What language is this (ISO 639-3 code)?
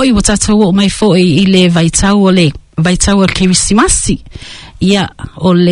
smo